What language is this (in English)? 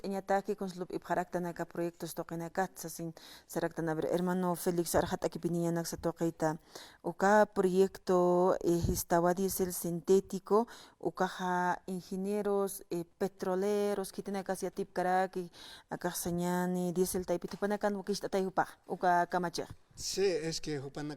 Aymara